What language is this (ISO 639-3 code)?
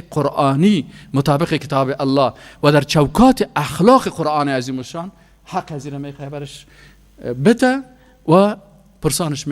fas